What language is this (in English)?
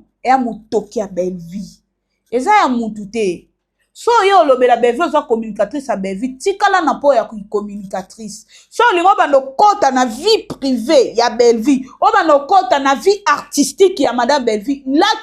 Lingala